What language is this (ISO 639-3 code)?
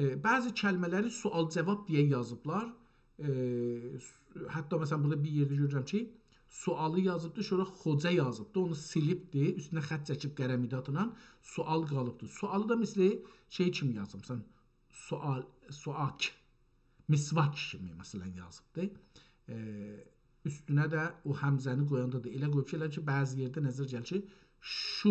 azb